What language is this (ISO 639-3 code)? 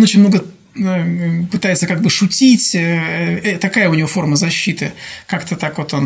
rus